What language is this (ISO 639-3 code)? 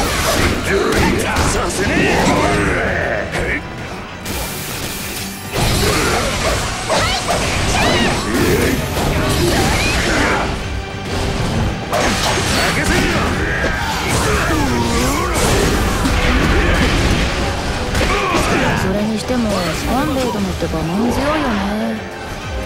jpn